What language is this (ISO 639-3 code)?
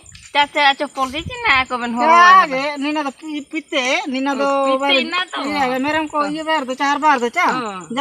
hoc